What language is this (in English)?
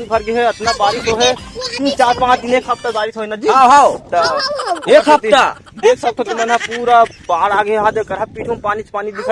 Chhattisgarhi